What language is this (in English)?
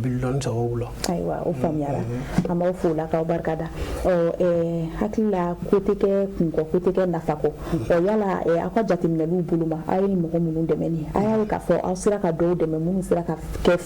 Bambara